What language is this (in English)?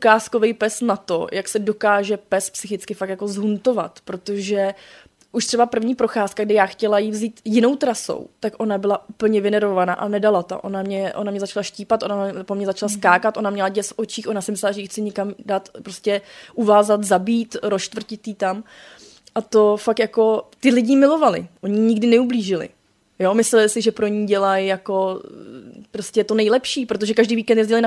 Czech